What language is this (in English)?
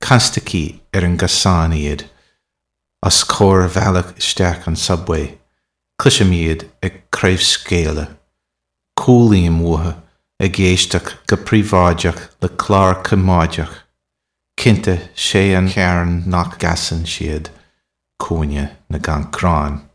Irish